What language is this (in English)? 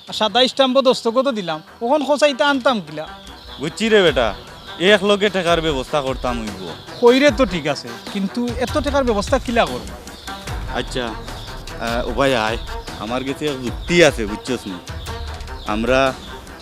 Sylheti